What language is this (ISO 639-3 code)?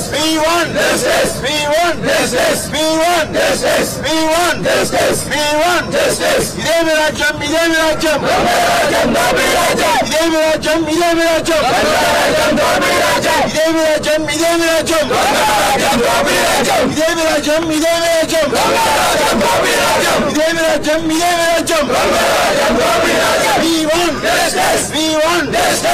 tel